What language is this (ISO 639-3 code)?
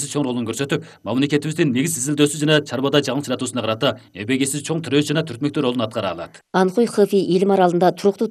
kir